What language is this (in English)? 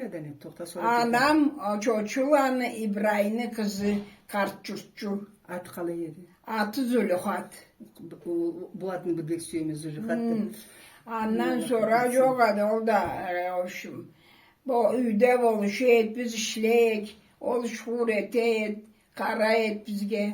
Karachay-Balkar